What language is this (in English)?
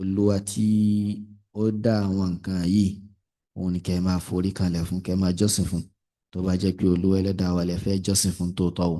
Yoruba